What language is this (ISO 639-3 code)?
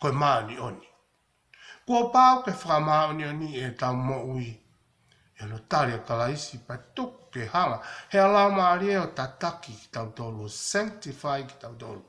ton